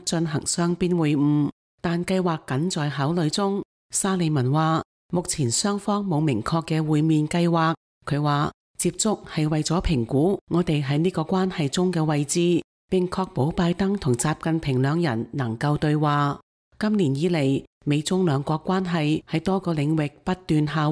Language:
Cantonese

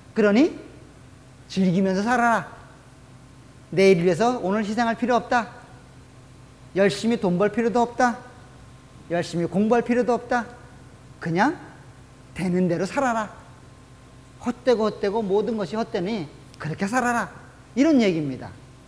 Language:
Korean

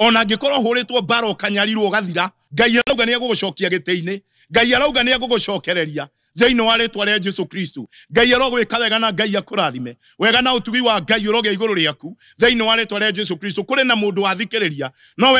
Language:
Kikuyu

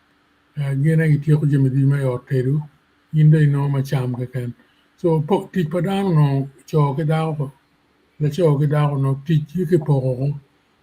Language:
Acoli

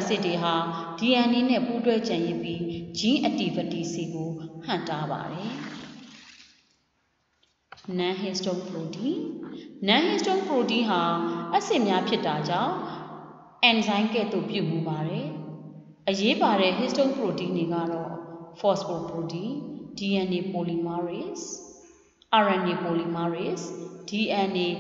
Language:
Burmese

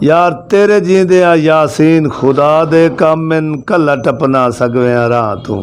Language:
Saraiki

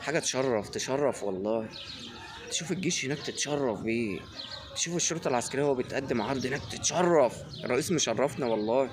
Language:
Egyptian Arabic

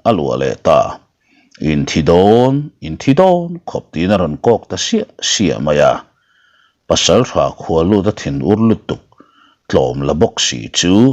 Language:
Mizo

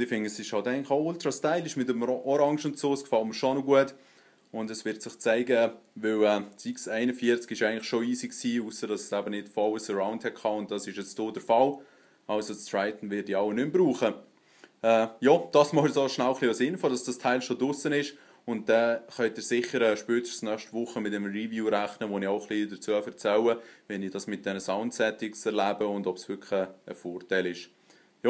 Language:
Swiss German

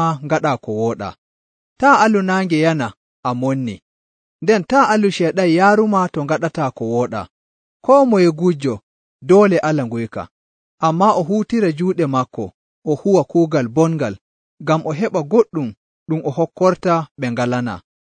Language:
Nigerian Fulfulde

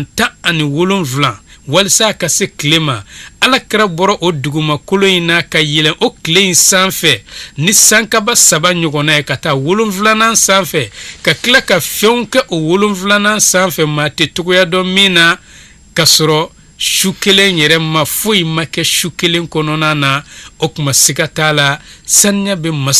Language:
Bambara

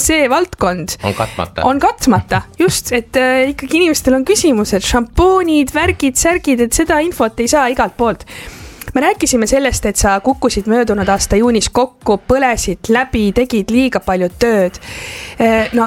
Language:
Estonian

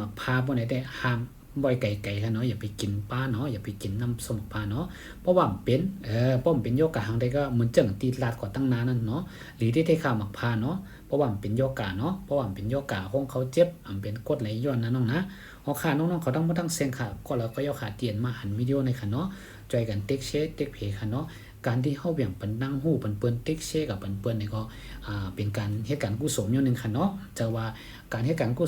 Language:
Shan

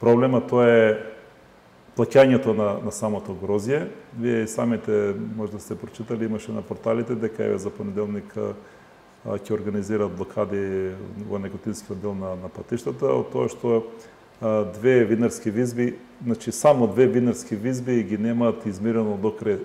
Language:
Macedonian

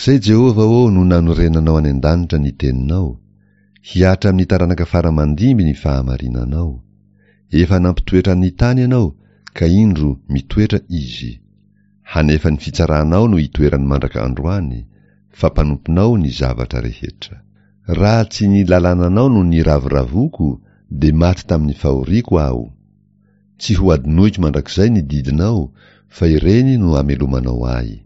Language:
Malagasy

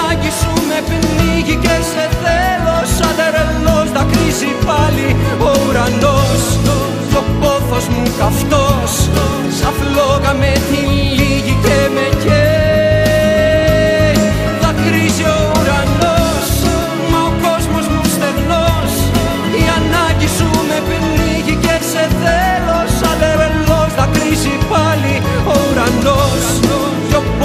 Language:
Greek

